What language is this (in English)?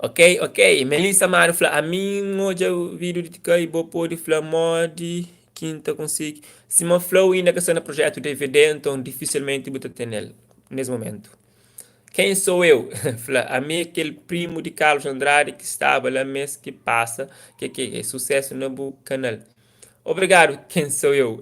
Kabuverdianu